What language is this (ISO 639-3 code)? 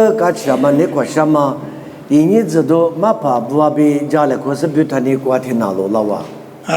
lis